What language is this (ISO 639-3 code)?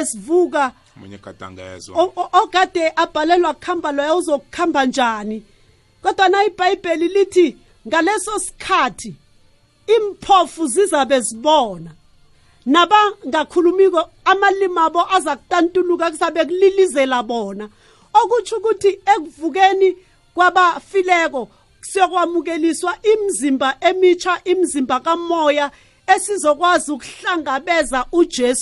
nbl